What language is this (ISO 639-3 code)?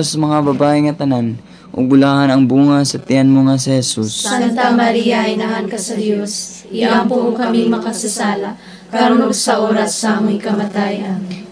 ceb